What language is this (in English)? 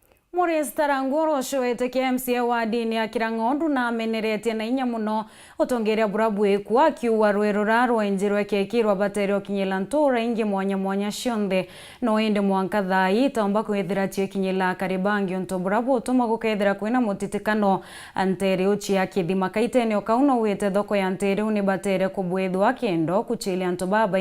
Meru